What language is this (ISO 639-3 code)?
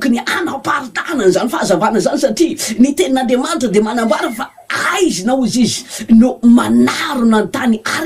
mlg